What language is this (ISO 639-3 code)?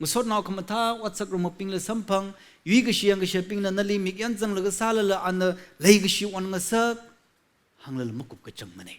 nmf